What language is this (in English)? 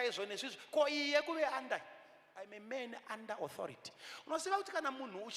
Shona